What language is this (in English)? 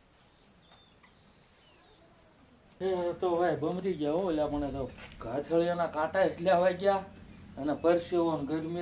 Gujarati